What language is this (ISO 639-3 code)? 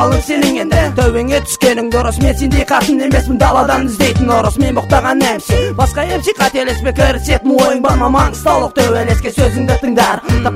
kaz